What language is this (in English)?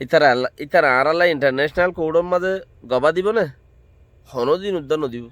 Rohingya